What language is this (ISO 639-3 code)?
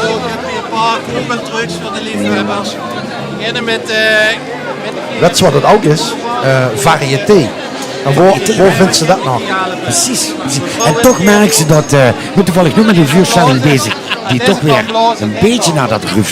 lim